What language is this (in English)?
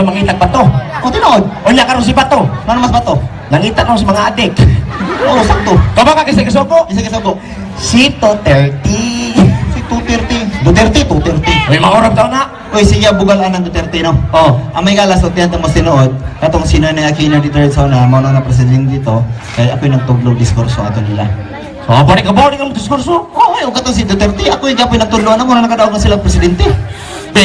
Cebuano